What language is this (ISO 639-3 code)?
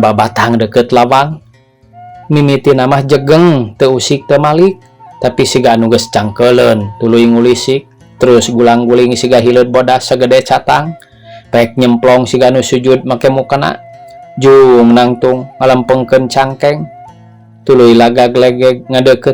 sun